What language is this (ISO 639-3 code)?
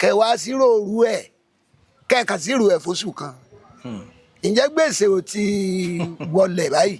yor